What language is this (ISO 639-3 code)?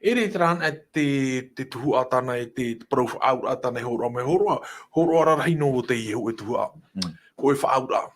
tah